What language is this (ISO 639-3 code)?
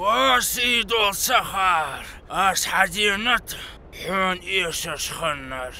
inh